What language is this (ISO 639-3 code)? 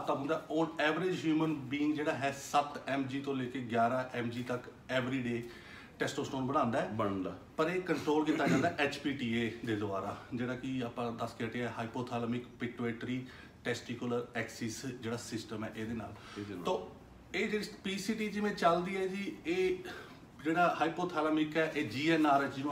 pan